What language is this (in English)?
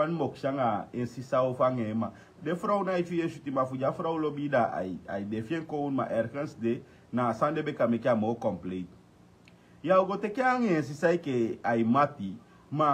Sranan Tongo